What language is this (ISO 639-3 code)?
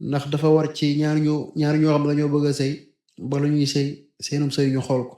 wol